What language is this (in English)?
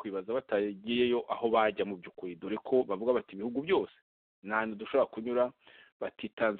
Kinyarwanda